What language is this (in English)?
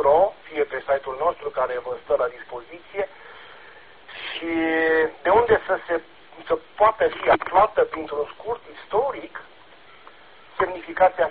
Romanian